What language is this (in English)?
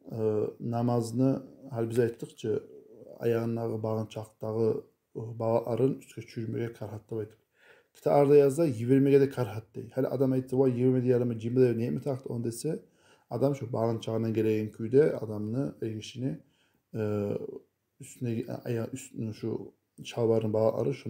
Kumyk